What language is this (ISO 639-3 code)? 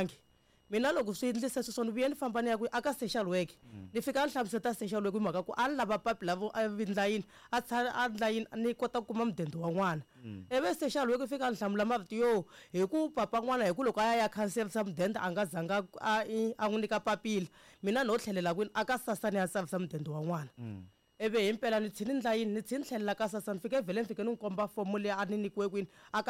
tso